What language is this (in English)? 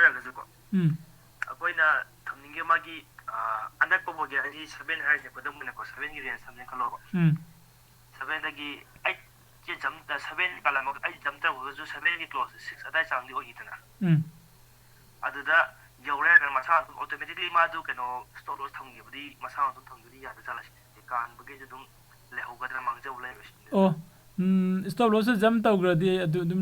Manipuri